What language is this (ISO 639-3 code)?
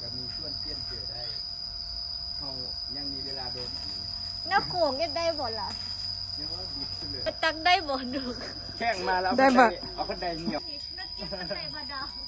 lao